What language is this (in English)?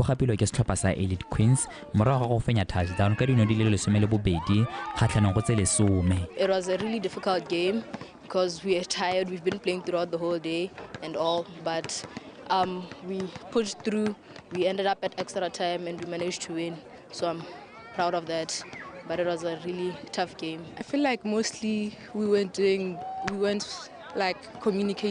Tswana